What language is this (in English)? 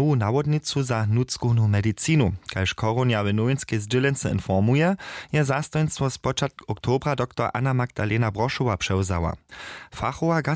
Upper Sorbian